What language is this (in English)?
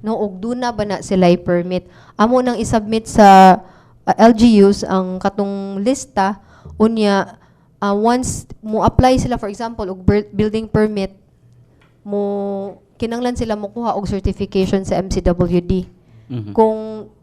Cebuano